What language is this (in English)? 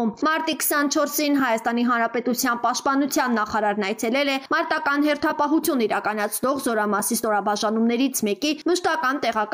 Armenian